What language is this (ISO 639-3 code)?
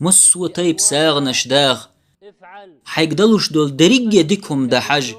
che